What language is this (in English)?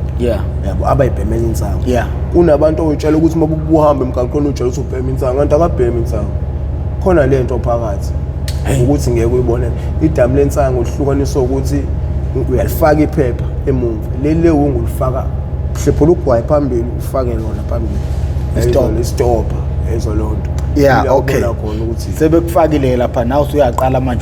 Zulu